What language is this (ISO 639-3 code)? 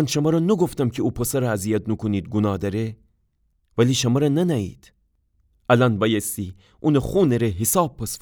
glk